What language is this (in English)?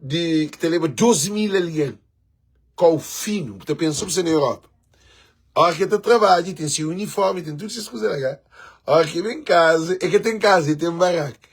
Kabuverdianu